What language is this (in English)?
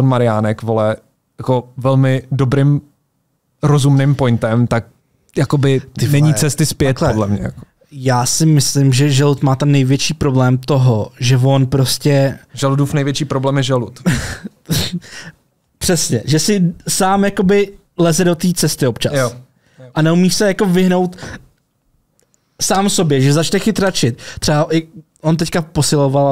Czech